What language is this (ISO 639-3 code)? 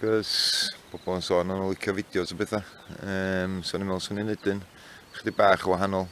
cym